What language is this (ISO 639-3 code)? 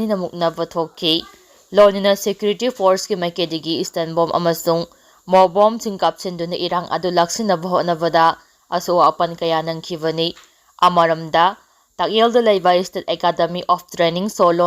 mni